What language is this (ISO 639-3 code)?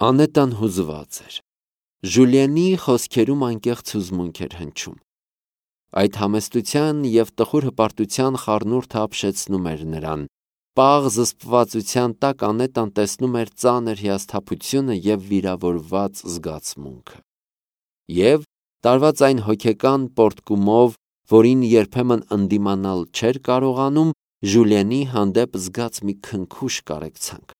hye